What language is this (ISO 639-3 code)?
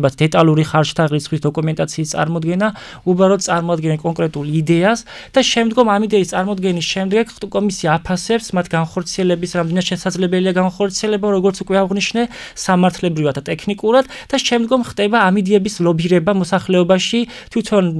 kat